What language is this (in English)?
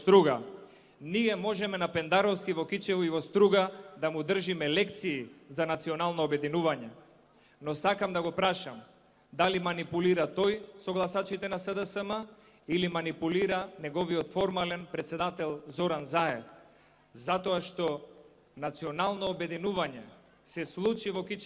Macedonian